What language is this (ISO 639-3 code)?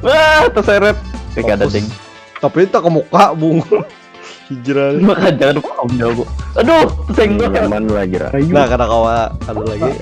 bjn